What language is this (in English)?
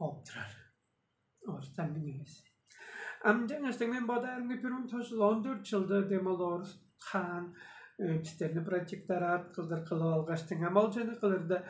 Tuvinian